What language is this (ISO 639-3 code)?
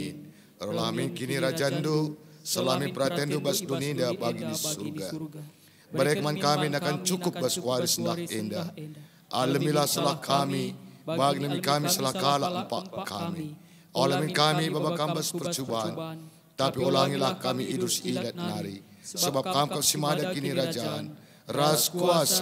btx